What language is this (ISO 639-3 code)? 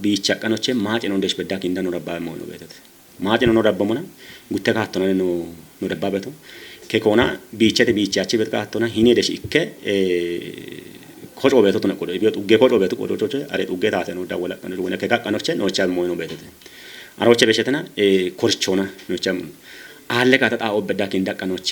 kbr